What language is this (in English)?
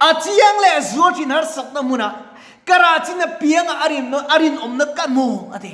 Mizo